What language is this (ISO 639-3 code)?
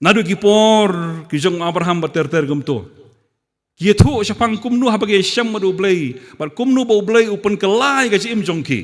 kha